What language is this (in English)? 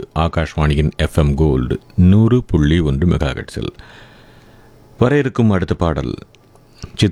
Tamil